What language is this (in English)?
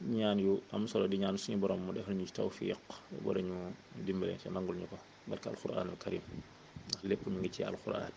Wolof